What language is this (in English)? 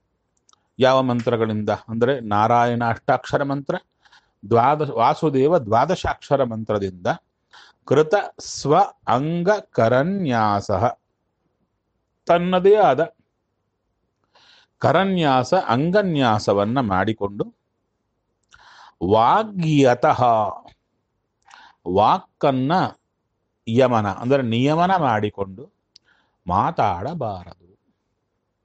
Kannada